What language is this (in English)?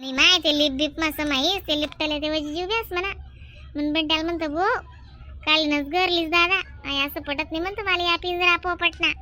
Khandesi